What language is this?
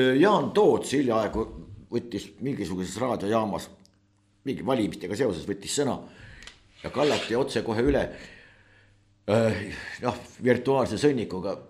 Estonian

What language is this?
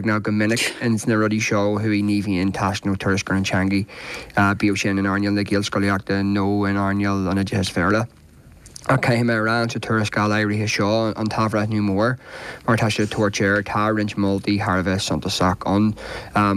Irish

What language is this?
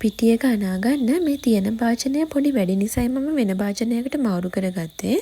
Sinhala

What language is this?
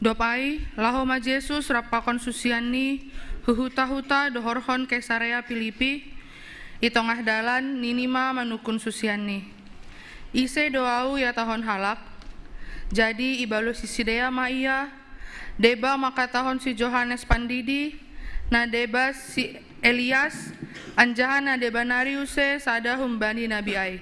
Batak Simalungun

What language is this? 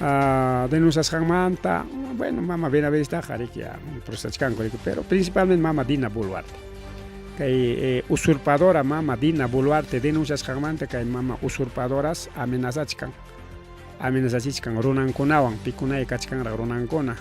Ayacucho Quechua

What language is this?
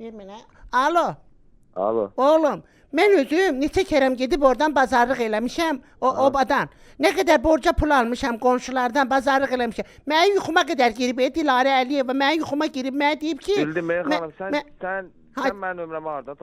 Azerbaijani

